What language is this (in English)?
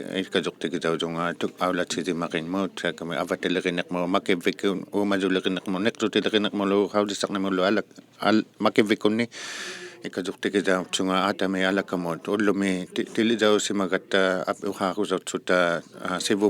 Inuktitut